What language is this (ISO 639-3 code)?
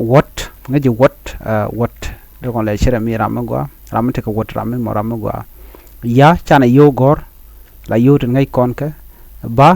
nus